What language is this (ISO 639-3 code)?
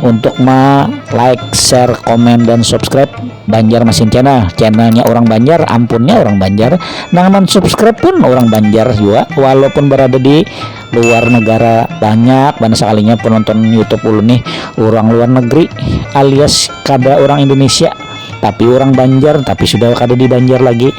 bjn